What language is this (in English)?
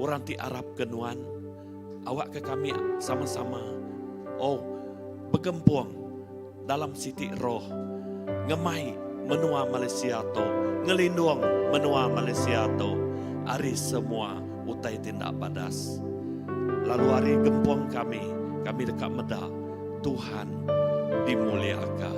Iban